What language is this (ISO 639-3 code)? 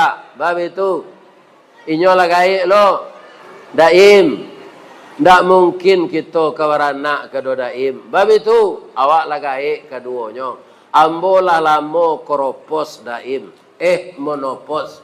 min